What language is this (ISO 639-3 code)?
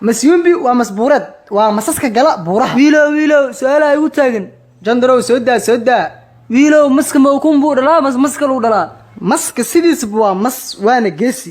som